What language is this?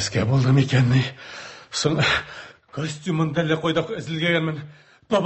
Tatar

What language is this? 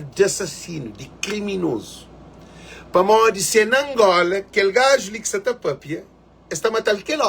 Kabuverdianu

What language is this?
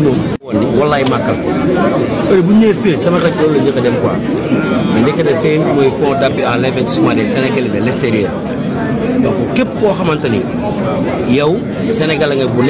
Wolof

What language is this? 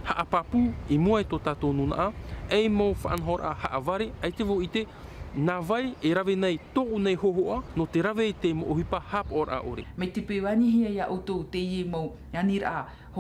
Tahitian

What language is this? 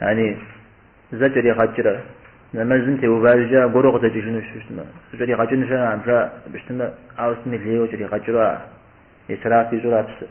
Kabardian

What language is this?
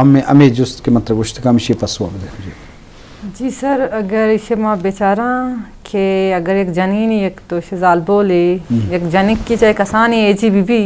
Eastern Balochi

